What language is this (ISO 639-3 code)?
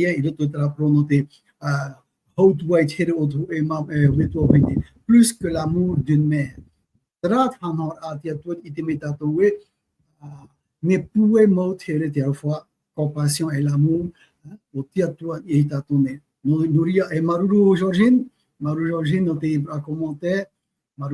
tah